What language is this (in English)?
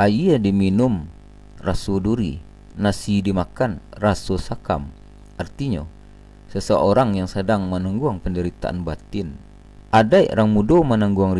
Minangkabau